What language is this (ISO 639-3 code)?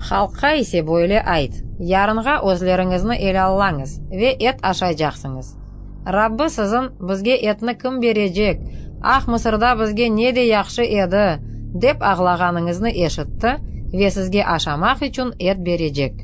crh